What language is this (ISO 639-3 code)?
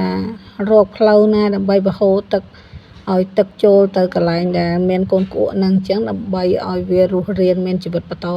khm